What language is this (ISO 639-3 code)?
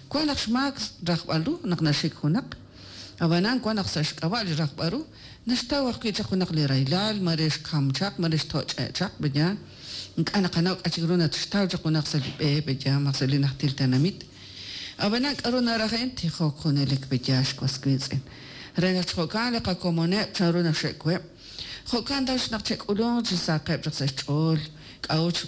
kek